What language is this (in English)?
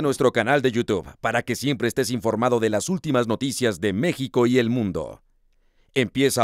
Spanish